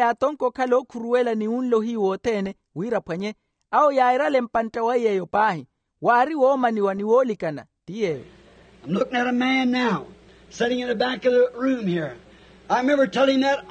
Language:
Makhuwa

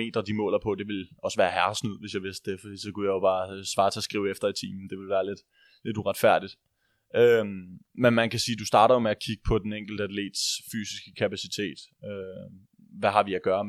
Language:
Danish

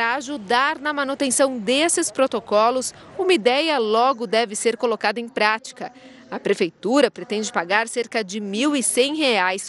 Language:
Portuguese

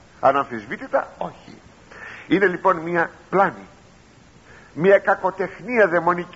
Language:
Greek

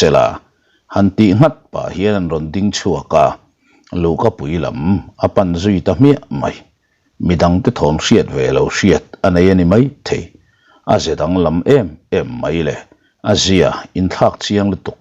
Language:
Mizo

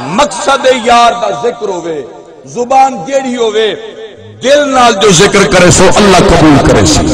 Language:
Saraiki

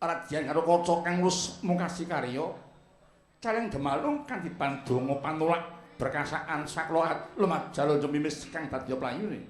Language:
Javanese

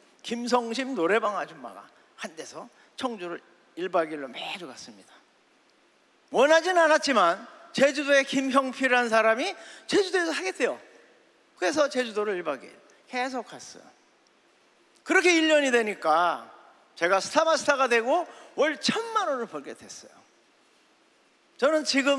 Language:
Korean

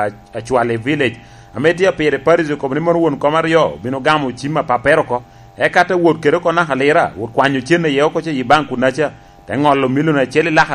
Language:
Lango (Uganda)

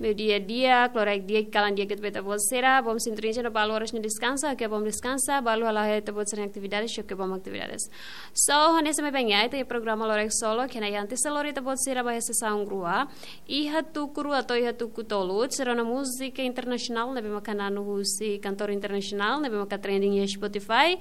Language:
Tetum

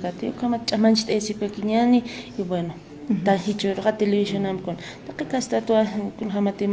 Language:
Aymara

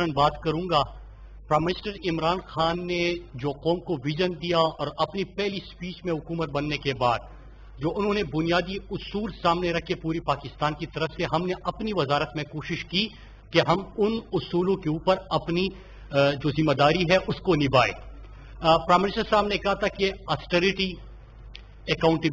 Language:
Urdu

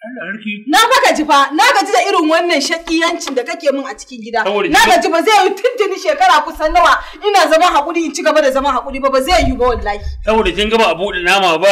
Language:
Hausa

